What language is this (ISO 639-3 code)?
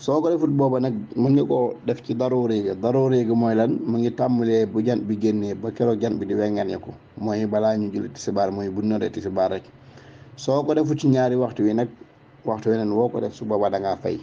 wol